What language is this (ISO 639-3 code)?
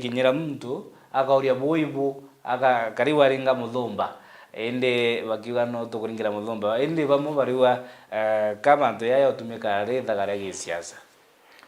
mer